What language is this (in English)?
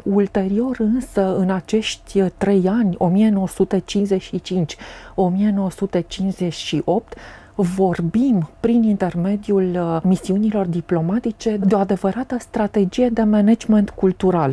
Romanian